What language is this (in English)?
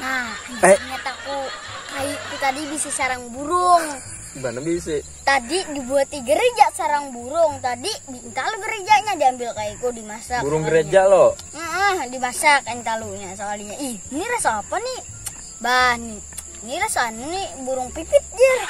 Banjar